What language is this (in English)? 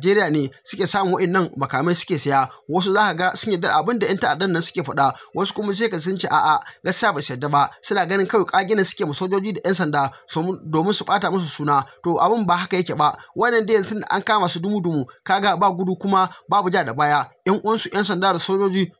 Hausa